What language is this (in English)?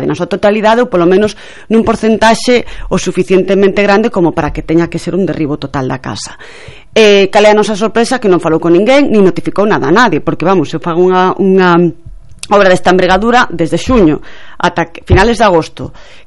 Galician